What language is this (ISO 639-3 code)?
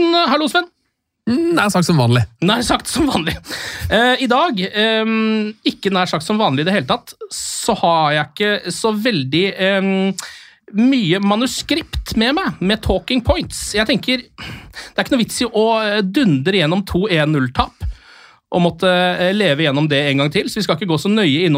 nor